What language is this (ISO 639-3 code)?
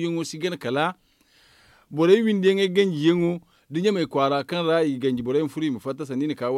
dje